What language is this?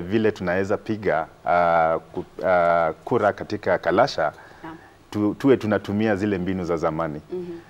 Swahili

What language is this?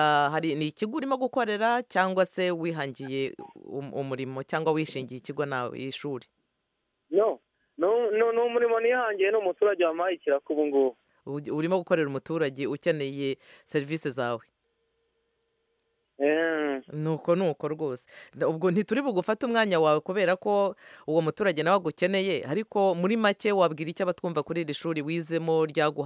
Kinyarwanda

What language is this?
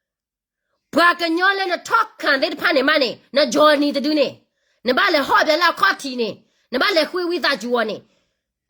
S'gaw Karen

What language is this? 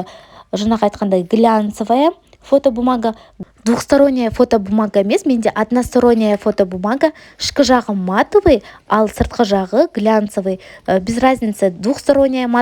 Kazakh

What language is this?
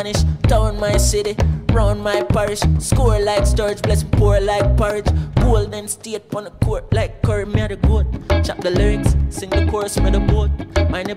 Jamaican Creole English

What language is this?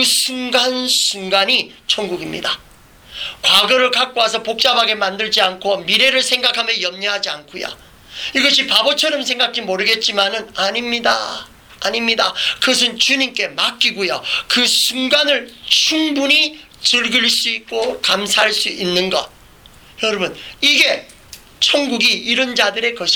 Korean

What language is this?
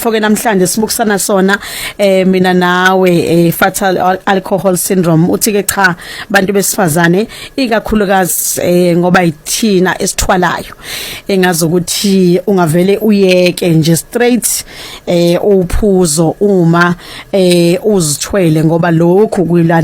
Zulu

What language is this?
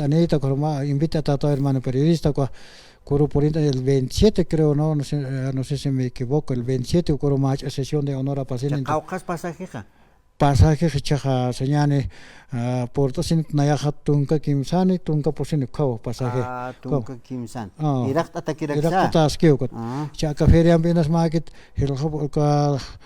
Aymara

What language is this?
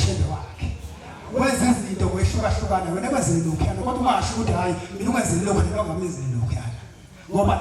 Zulu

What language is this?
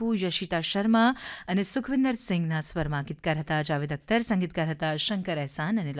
Gujarati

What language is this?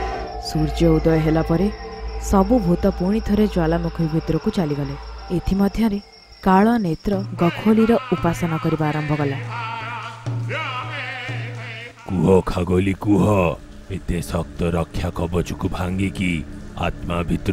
Odia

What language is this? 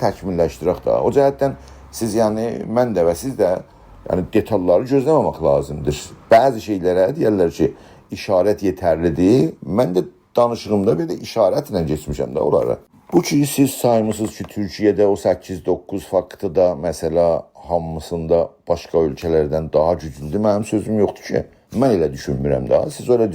South Azerbaijani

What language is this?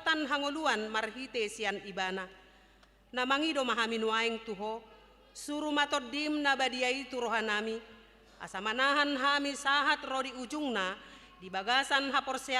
Batak Toba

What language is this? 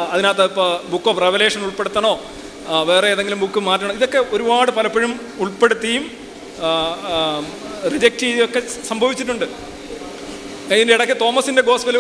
Malayalam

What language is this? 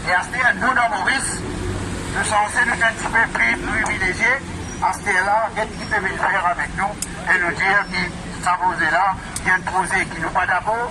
Morisyen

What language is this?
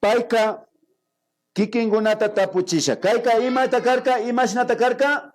Imbabura Highland Quichua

